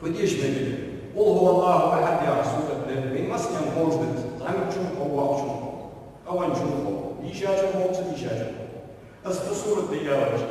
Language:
Ingush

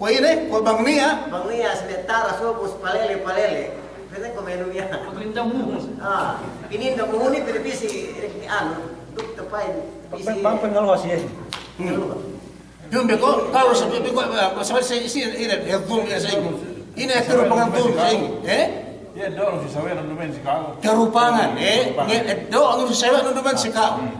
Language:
Yakan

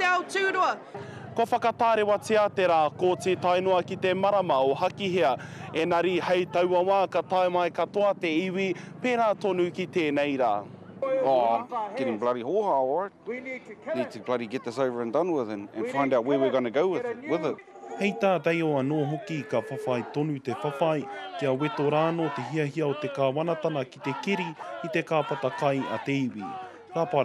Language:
Māori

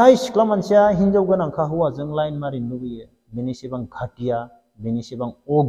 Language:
Bodo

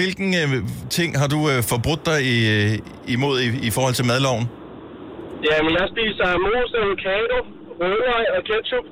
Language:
Danish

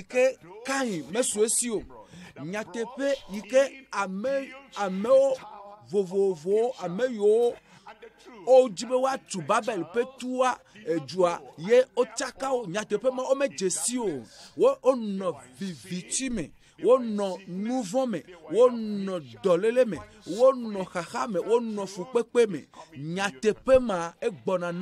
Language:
Ewe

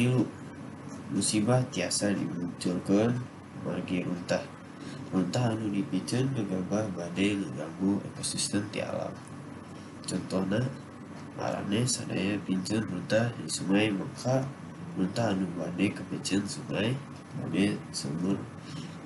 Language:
Sundanese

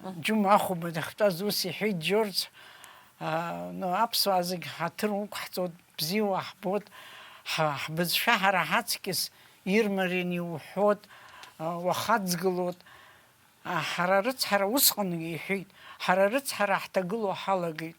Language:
Abkhazian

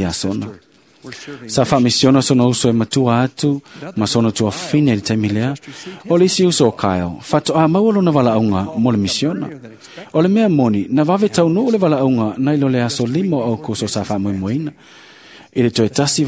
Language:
Samoan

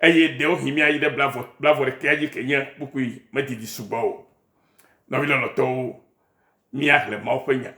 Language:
Ewe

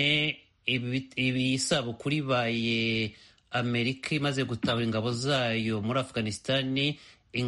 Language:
Kinyarwanda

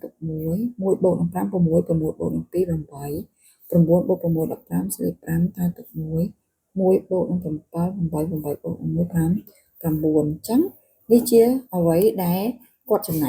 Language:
Khmer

